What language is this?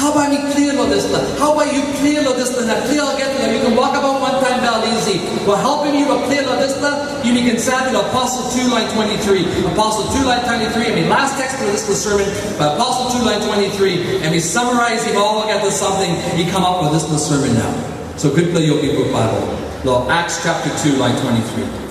Tok Pisin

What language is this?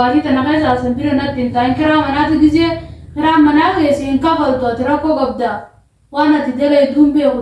Oromo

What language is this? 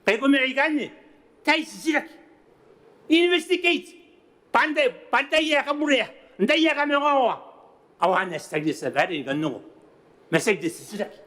Gilbertese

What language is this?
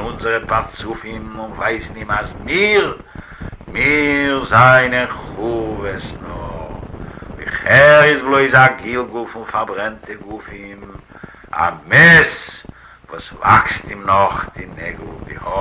Yiddish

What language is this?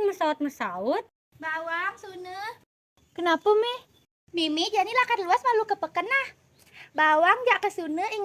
Balinese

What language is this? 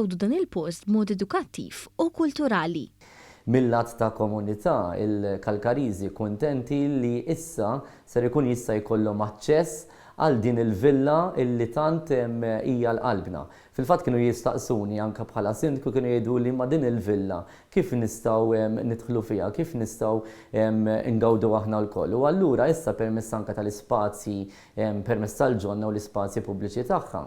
Maltese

